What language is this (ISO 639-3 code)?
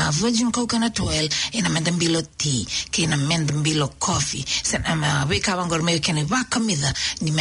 fij